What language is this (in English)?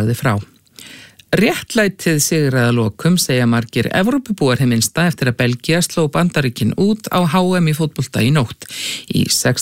Icelandic